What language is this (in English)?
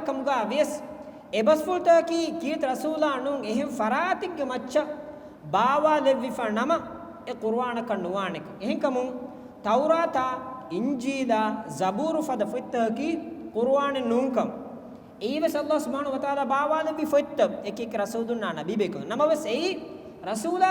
Divehi